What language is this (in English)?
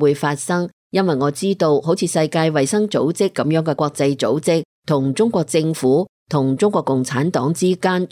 Cantonese